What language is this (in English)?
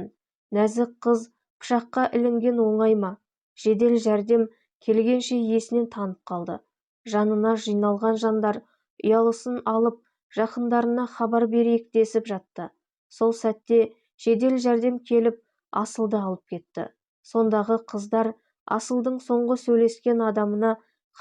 Kazakh